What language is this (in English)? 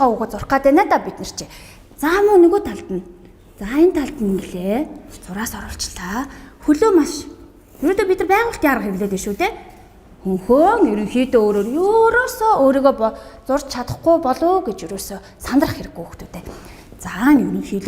Mongolian